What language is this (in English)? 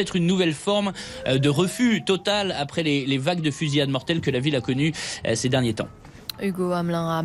French